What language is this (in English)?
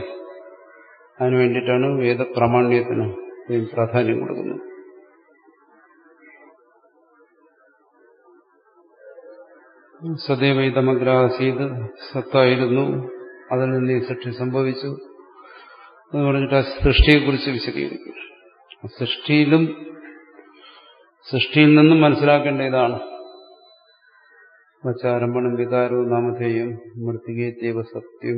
Malayalam